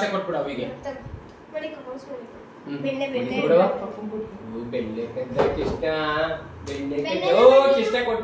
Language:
Kannada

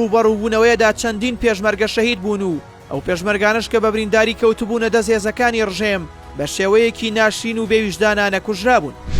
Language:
Central Kurdish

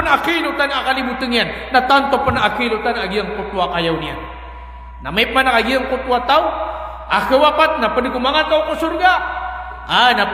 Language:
Maranao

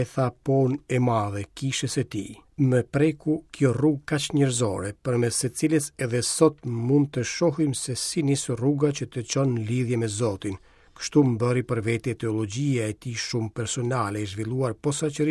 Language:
Albanian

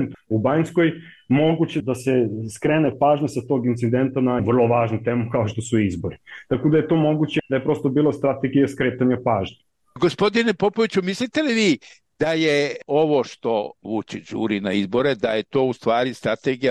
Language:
Serbian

